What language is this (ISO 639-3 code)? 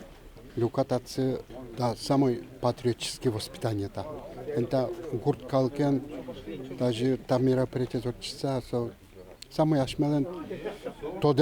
udm